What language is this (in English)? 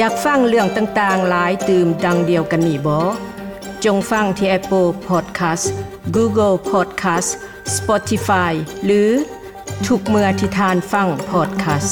Lao